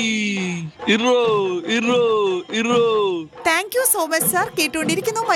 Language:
Malayalam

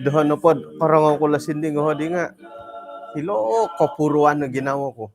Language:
Central Dusun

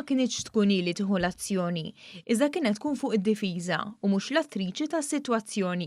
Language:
Maltese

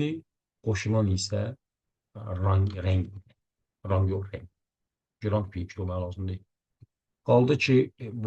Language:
Azerbaijani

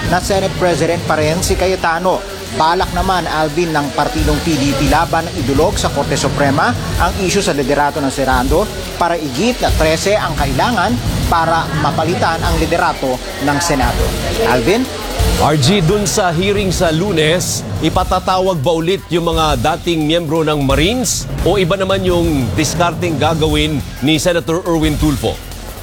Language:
Filipino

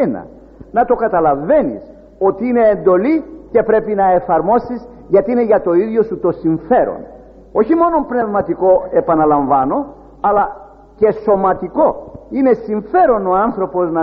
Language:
Greek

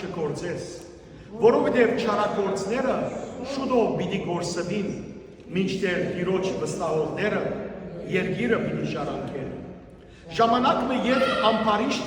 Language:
Western Armenian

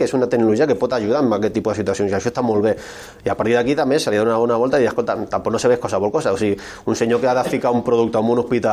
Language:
Catalan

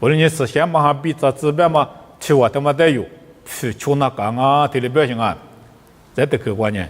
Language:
Lisu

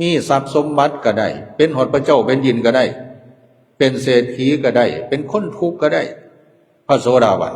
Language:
Lao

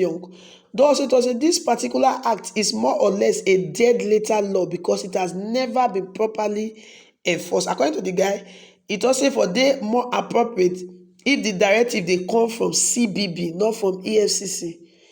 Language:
Nigerian Pidgin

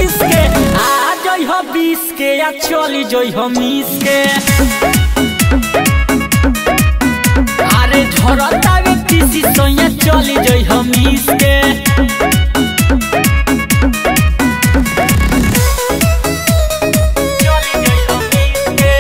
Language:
Bhojpuri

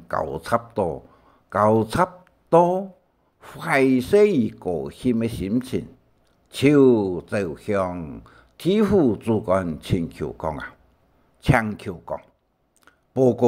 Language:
Hakka Chinese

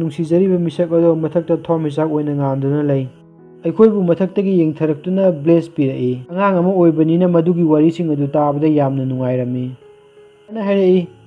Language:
Manipuri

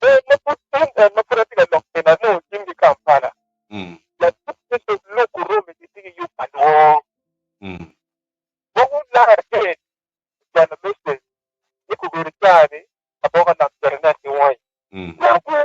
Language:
Acoli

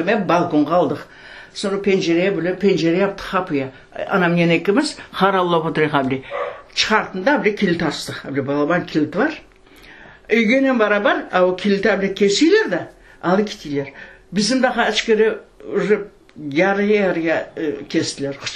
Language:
Crimean Tatar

